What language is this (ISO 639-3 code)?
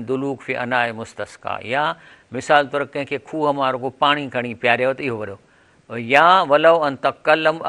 snd